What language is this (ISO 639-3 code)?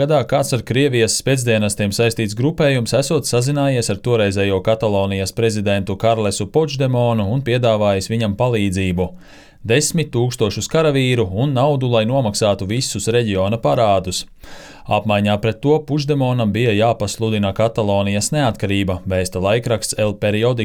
lav